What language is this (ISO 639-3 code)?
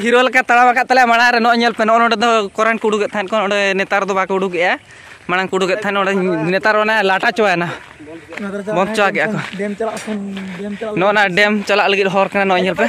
sat